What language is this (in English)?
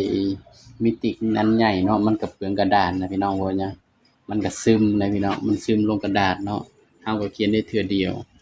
Northeastern Thai